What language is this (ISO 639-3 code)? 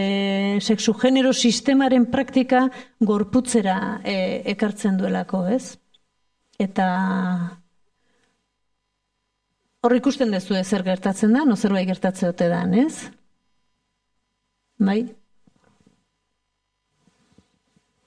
eus